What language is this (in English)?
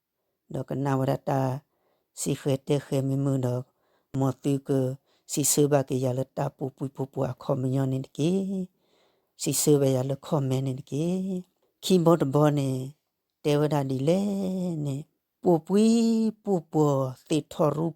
S'gaw Karen